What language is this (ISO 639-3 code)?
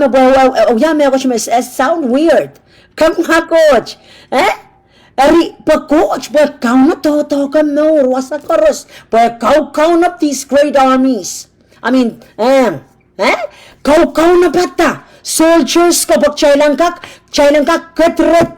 pon